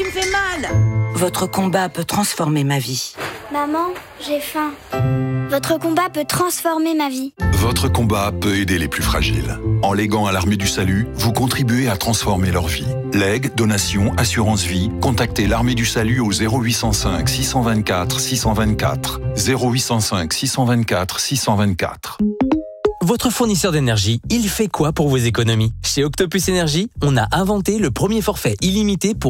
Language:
French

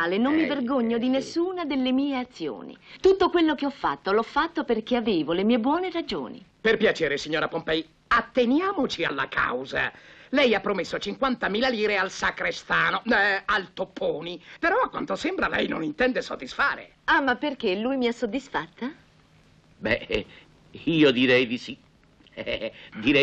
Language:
Italian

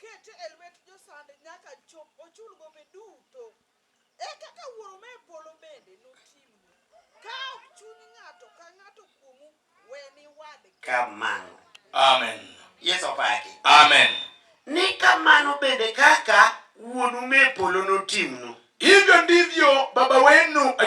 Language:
Luo (Kenya and Tanzania)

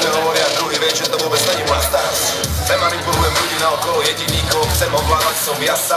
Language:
Slovak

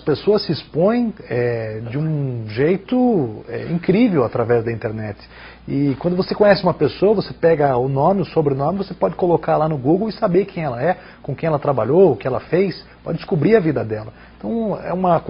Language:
Portuguese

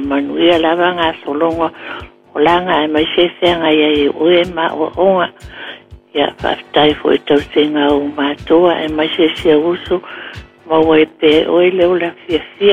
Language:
Samoan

